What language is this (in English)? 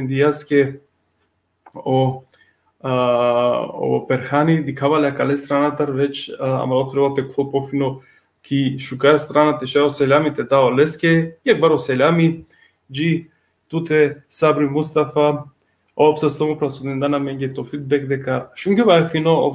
Balkan Romani